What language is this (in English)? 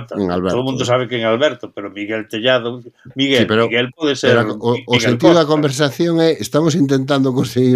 Galician